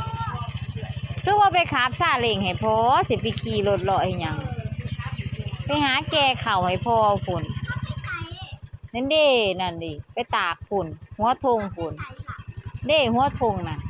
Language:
Lao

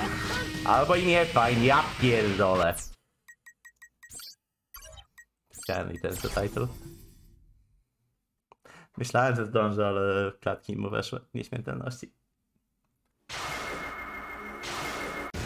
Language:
Polish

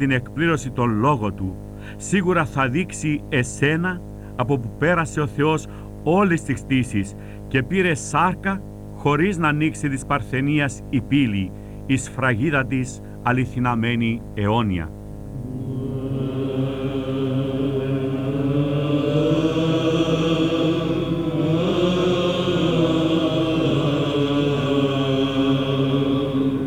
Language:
Greek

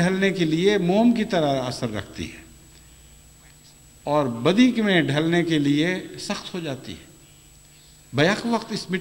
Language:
Urdu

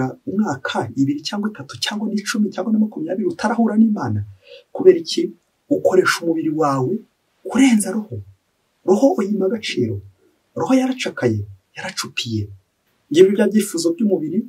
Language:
Kinyarwanda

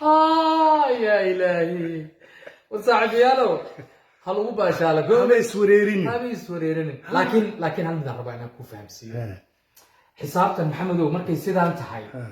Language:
Somali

